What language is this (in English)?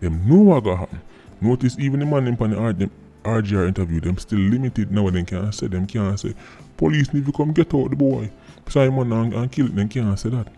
Jamaican Creole English